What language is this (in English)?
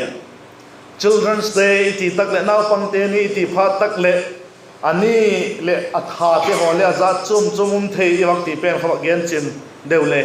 Vaiphei